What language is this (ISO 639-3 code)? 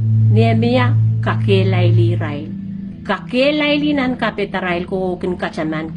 pon